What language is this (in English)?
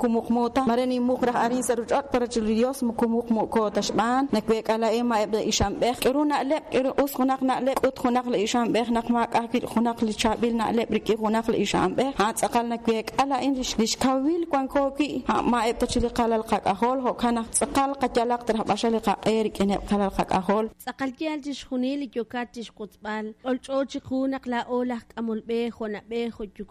Kekchí